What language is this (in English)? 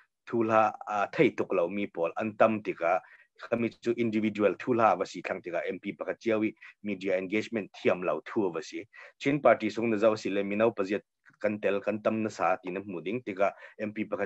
Hakha Chin